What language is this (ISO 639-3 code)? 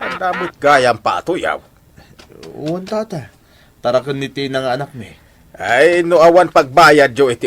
ilo